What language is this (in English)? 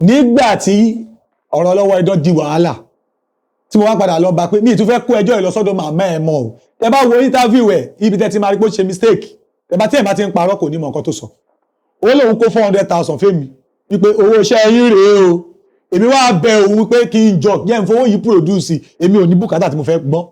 Yoruba